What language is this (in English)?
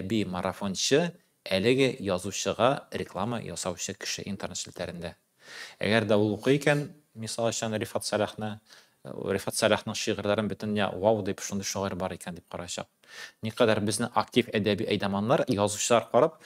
Tatar